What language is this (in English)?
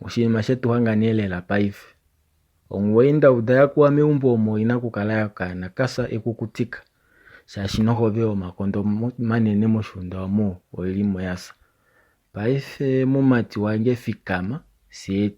Kuanyama